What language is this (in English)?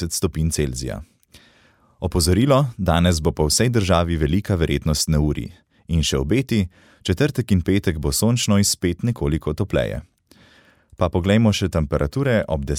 Slovenian